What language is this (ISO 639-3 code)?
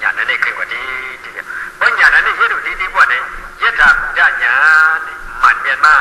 shn